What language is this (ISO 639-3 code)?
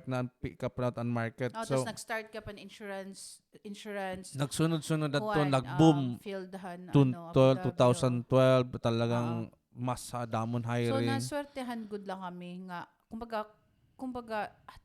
war